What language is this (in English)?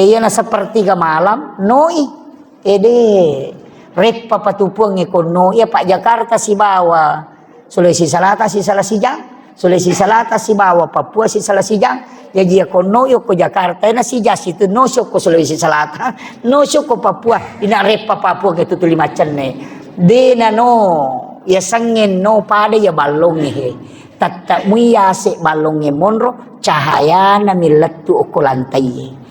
Buginese